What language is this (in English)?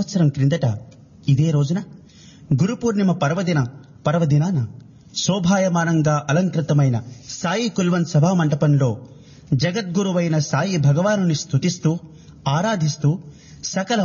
Telugu